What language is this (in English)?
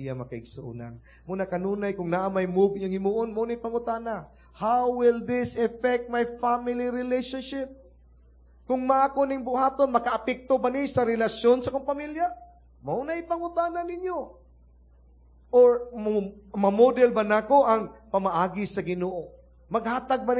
Cebuano